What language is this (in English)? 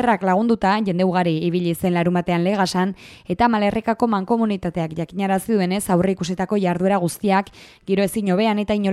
Basque